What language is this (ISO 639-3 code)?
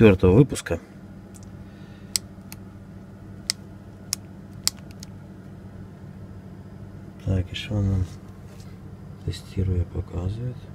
rus